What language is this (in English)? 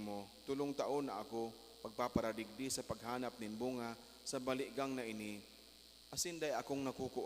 Bikol